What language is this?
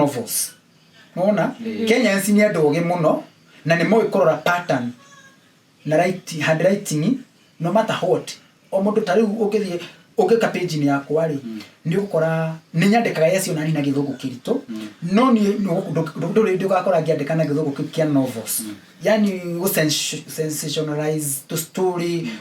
Kikuyu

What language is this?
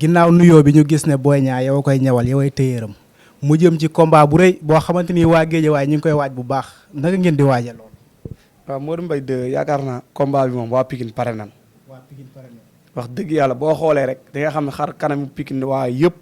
Wolof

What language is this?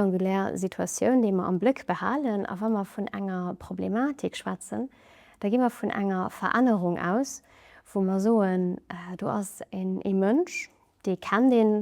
Luxembourgish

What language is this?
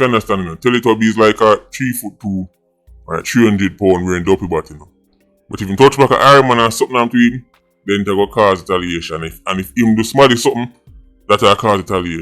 Jamaican Creole English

